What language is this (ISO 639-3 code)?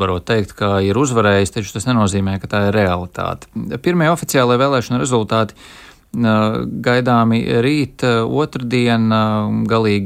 lav